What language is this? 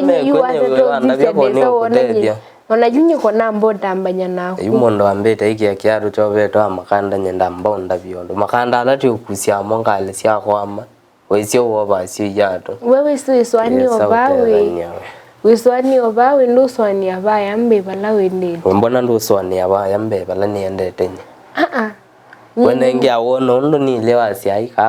Kamba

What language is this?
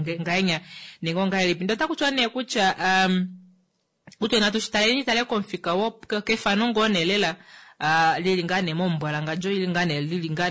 Kuanyama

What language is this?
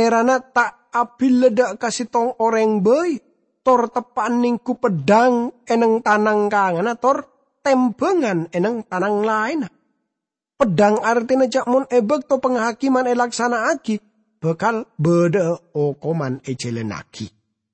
Madurese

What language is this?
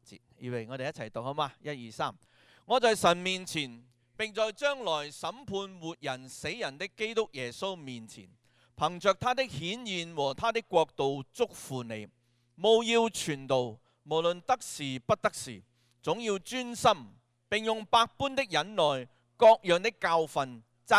Cantonese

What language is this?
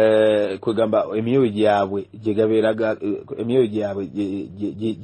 Ganda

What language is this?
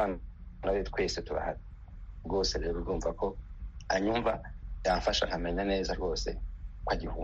Kinyarwanda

